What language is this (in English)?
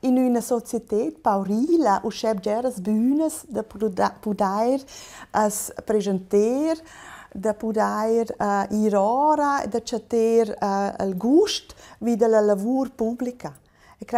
Romansh